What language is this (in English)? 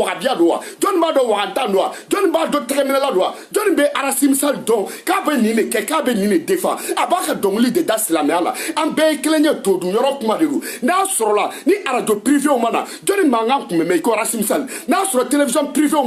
Bambara